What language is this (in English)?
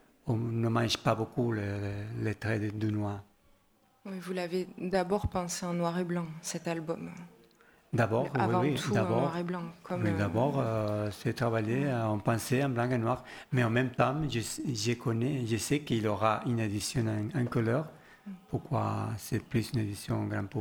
French